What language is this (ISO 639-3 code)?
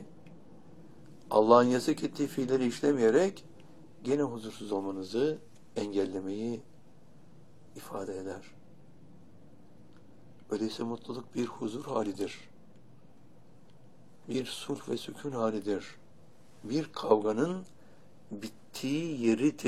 tur